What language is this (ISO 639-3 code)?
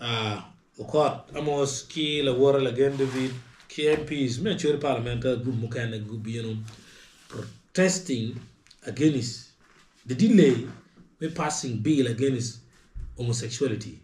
ach